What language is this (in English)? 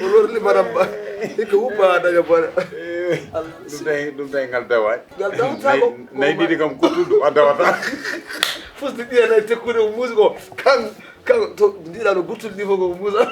Fula